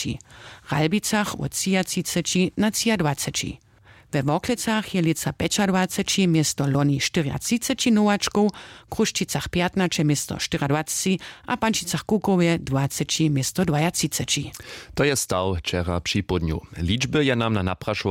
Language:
Upper Sorbian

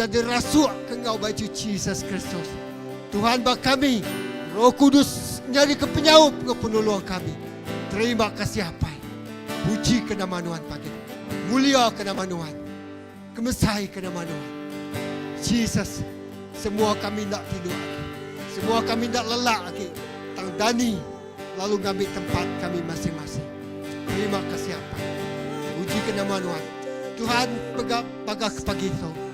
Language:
Iban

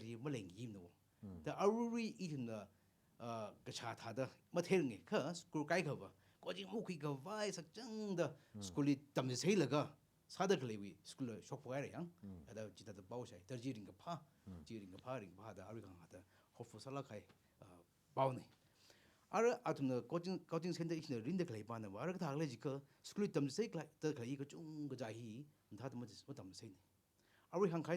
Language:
Tangkhul Naga (India)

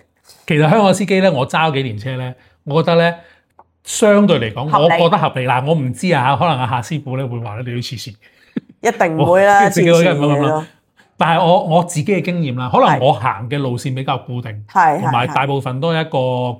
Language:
Cantonese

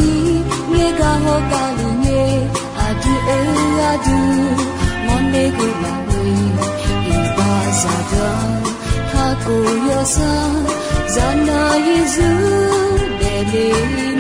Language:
Akha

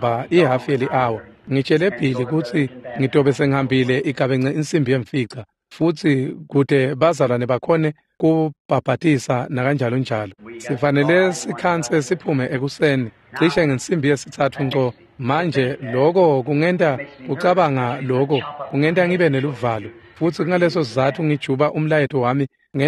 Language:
Swati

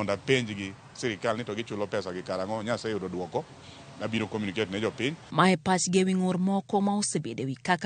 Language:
Luo (Kenya and Tanzania)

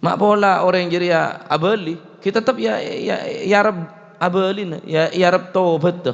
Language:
Madurese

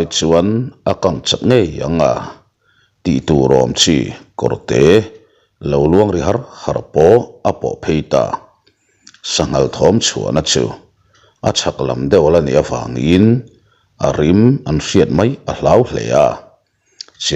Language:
Mizo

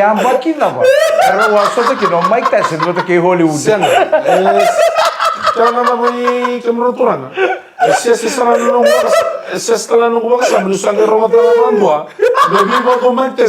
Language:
Fijian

